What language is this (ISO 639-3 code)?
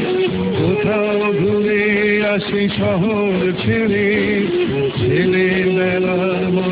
ben